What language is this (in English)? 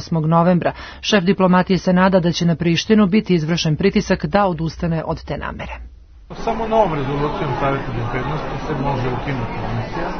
Serbian